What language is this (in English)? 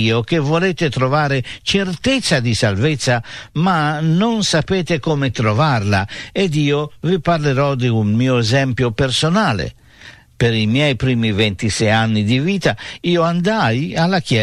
Italian